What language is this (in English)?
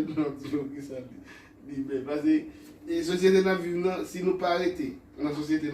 Haitian Creole